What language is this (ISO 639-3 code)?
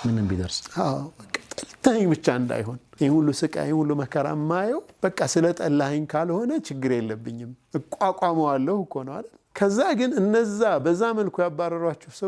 amh